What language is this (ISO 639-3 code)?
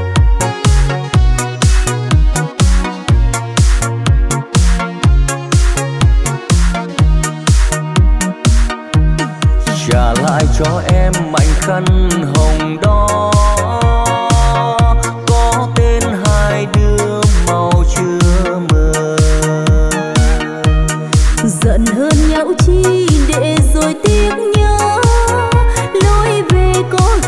vie